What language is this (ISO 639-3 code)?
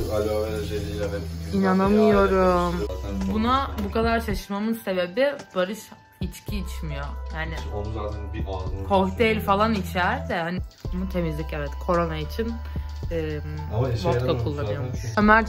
tur